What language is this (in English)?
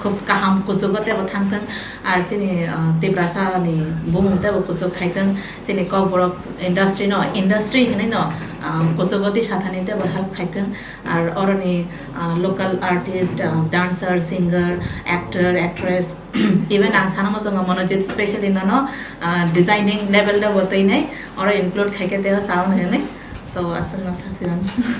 Kok Borok